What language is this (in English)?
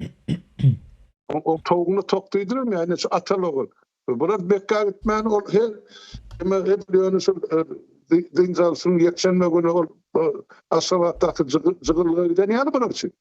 Turkmen